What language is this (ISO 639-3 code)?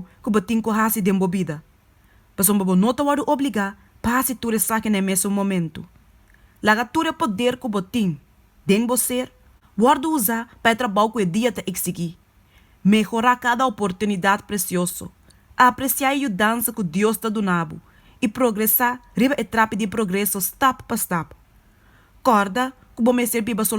pap